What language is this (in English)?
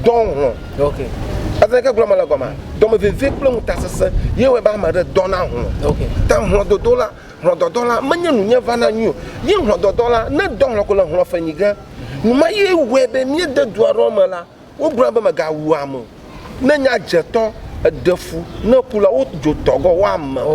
Ewe